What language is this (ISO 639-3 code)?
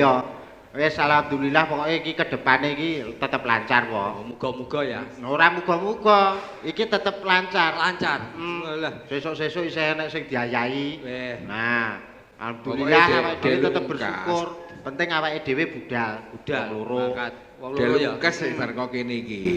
jav